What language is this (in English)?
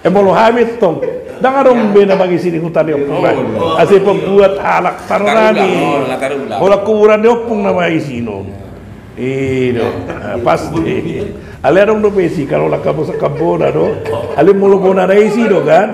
Batak Toba